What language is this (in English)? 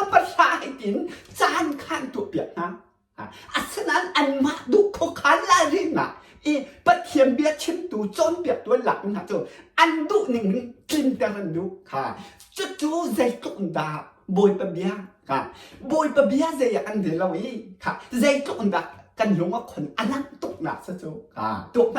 Hakha Chin